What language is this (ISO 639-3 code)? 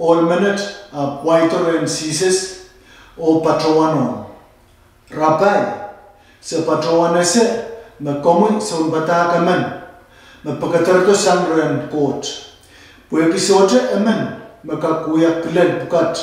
pon